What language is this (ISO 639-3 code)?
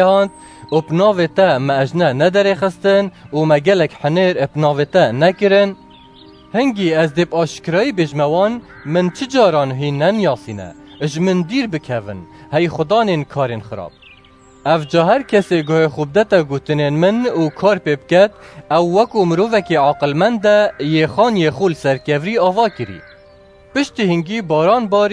kur